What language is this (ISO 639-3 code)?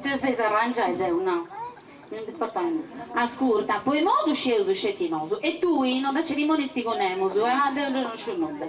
srd